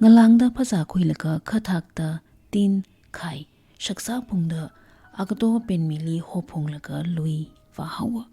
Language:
Tangkhul Naga (India)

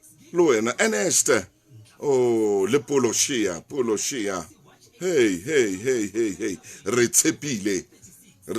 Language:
Southern Sotho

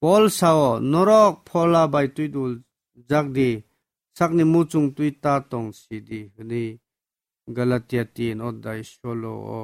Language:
Kok Borok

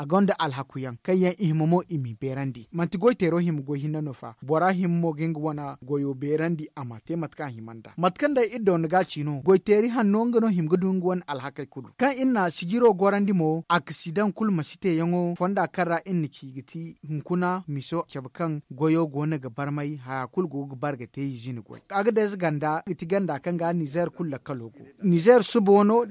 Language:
Zarma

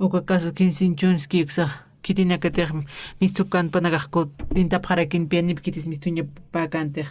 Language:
Aymara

